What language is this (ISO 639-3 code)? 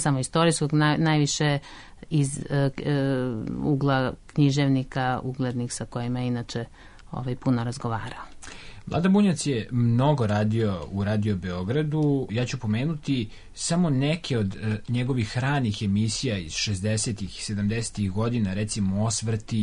srp